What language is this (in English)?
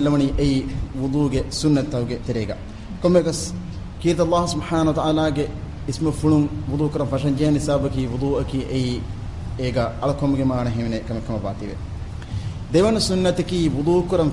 Divehi